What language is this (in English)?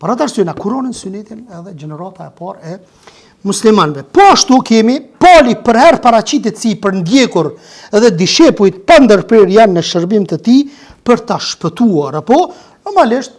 Albanian